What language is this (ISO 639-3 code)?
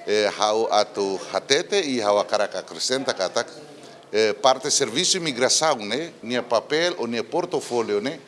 tet